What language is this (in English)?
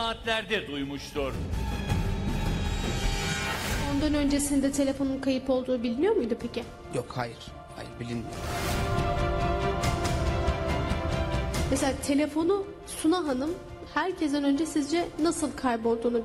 Turkish